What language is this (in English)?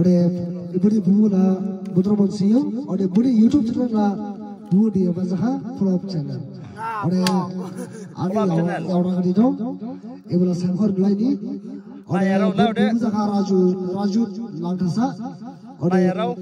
Dimasa